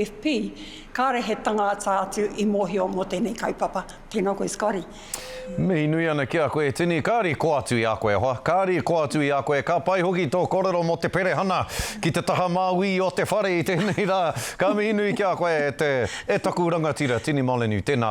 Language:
Māori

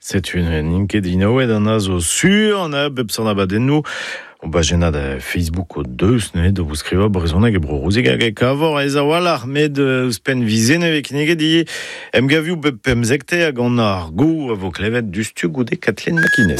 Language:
Breton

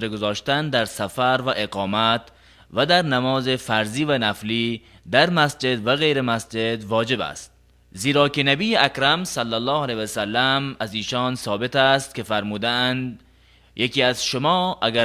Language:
Tajik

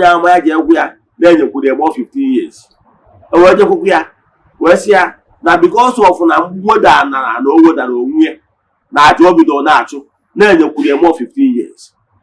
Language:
Igbo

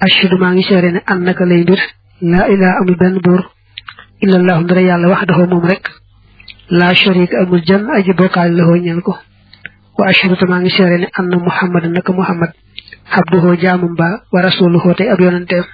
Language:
Wolof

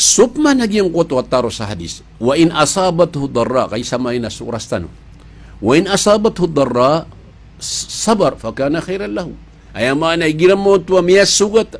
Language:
Maranao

